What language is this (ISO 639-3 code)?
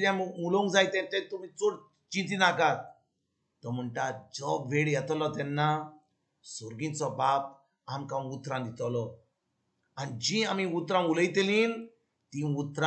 kok